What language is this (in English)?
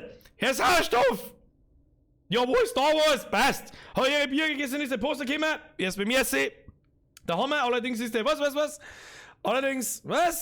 Bavarian